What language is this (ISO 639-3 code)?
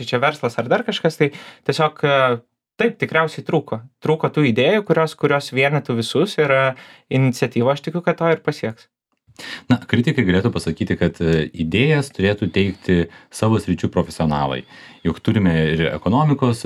lit